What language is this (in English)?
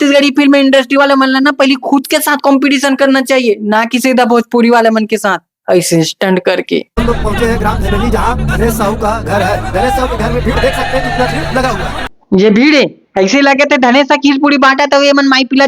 Chhattisgarhi